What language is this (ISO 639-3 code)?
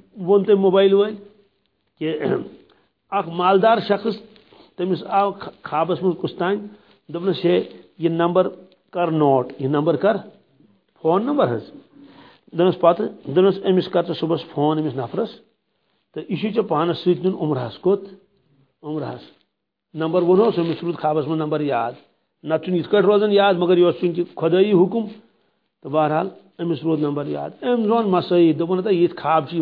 kas